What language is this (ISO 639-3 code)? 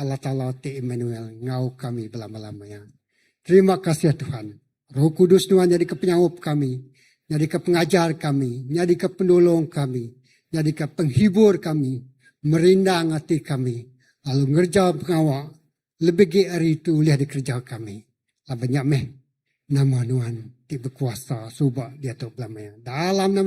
iba